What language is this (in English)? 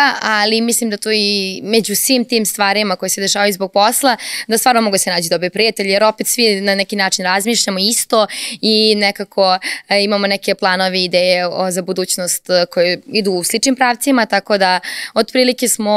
Serbian